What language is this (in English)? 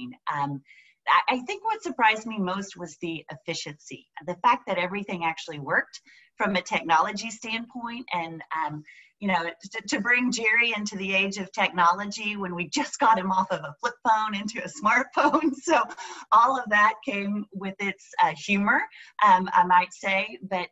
English